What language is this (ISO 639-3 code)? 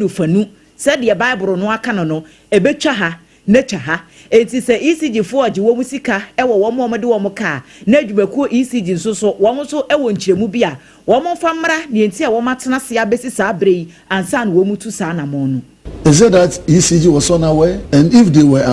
aka